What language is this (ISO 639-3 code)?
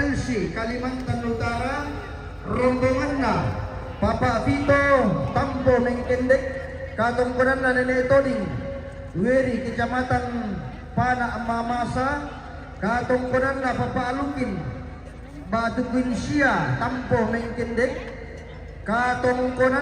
sda